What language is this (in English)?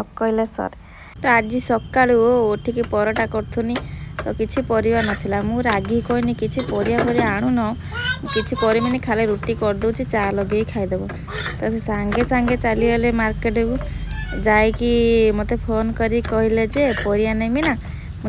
Sambalpuri